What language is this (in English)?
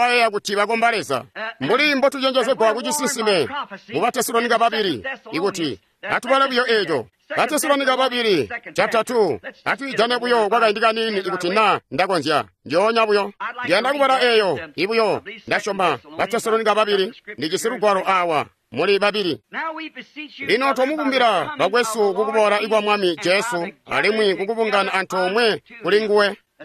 Tonga (Zambia)